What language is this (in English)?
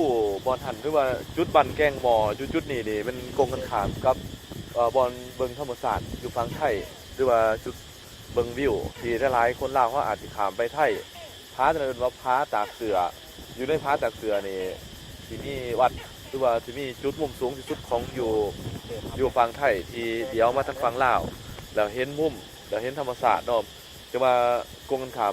Lao